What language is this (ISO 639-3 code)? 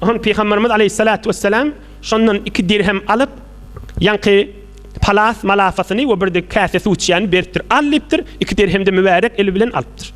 tuk